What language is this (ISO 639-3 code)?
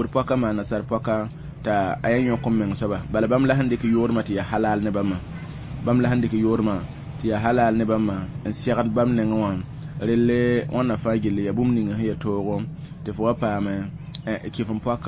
mos